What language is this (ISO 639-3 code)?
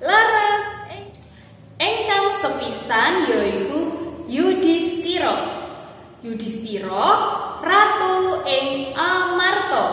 jav